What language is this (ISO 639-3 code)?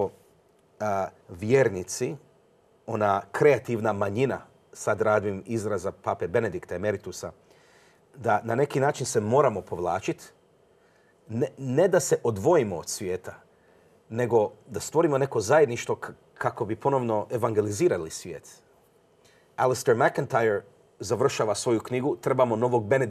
hrv